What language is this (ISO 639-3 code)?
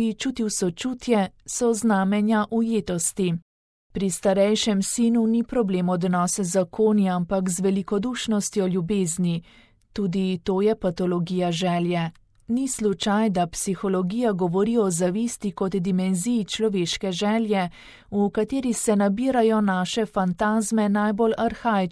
slv